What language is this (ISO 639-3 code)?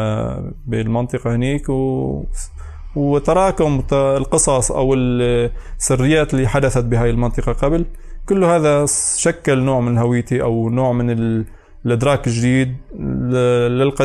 apc